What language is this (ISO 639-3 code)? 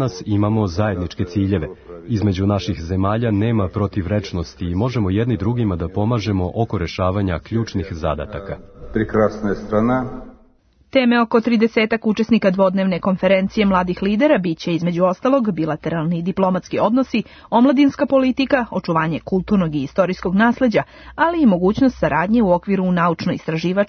srp